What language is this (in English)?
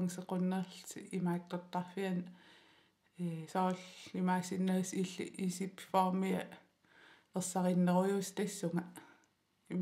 Kalaallisut